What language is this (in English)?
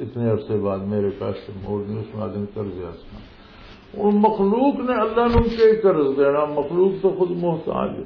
Western Panjabi